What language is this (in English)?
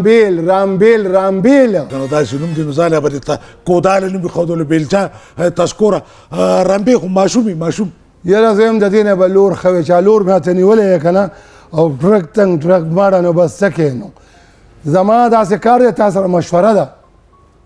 Pashto